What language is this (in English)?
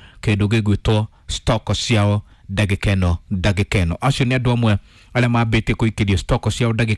Kikuyu